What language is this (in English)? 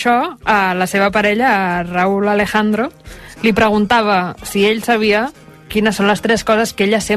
Catalan